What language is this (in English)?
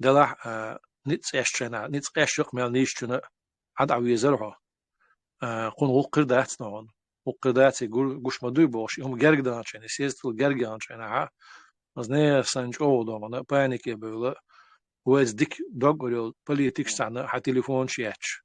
Chechen